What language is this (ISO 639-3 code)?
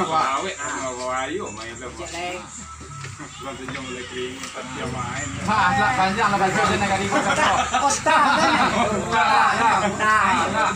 min